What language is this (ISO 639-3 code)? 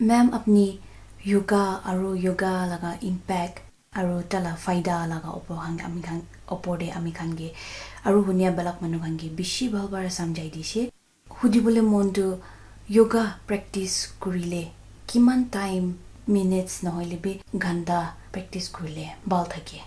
nag